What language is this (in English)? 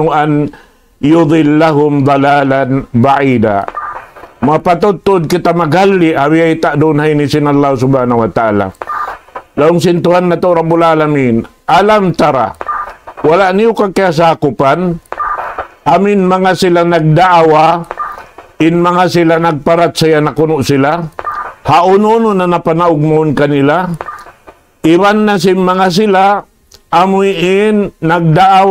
Tausug